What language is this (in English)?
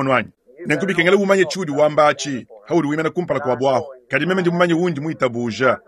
Luba-Lulua